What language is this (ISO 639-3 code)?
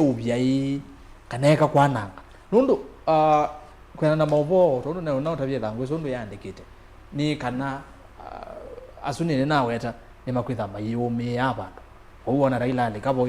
kam